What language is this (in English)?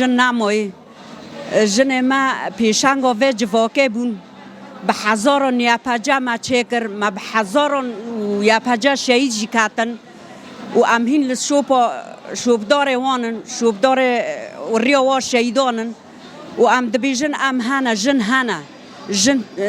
Kurdish